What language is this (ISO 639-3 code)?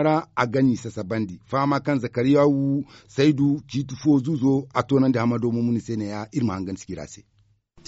dje